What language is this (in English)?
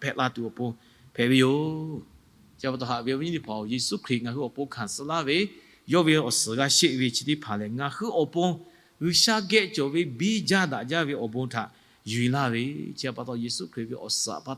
Lahu